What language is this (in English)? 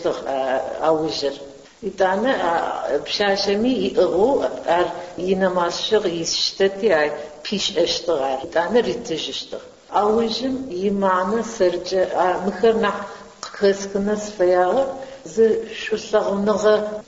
Adyghe